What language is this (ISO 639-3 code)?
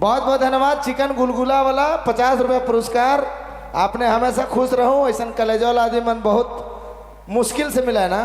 sck